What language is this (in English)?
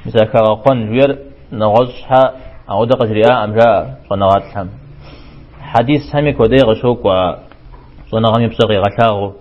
Kabardian